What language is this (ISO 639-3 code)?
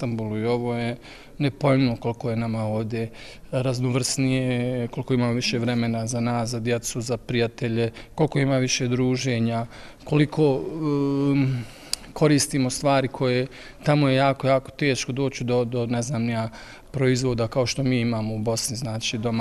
bos